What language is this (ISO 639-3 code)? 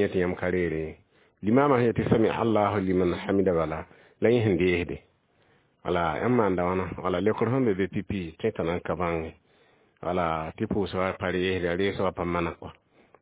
mos